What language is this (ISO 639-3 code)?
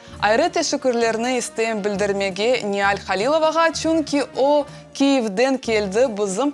crh